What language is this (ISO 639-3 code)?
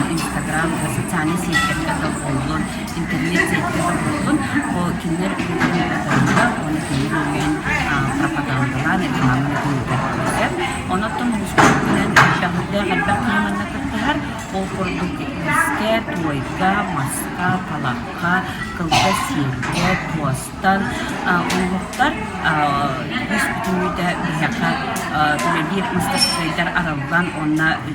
sah